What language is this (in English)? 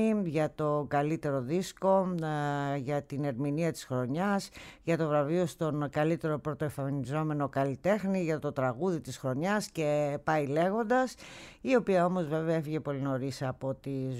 Greek